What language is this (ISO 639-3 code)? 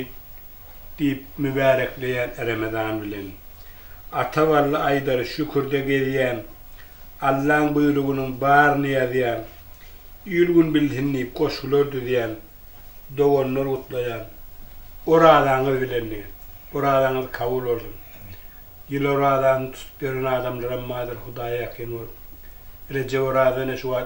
tuk